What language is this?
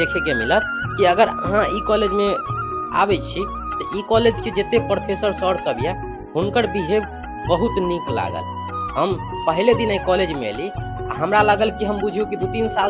Maithili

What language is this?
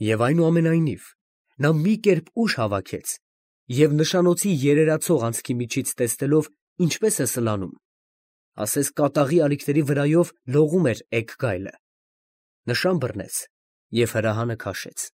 Armenian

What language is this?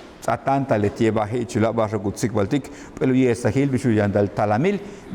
Yucateco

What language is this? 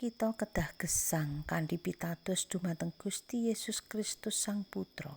Javanese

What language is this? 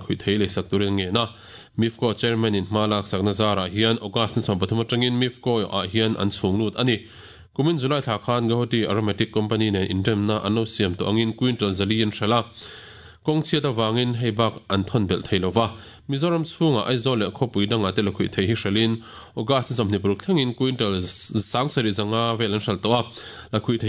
Mizo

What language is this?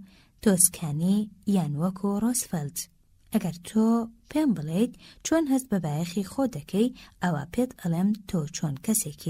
Central Kurdish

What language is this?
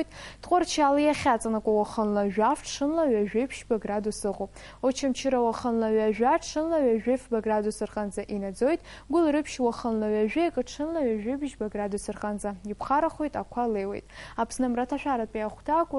Abkhazian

